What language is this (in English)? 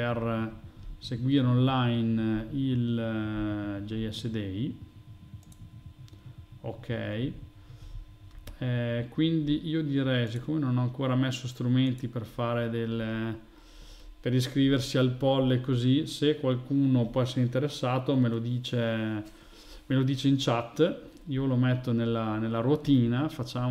Italian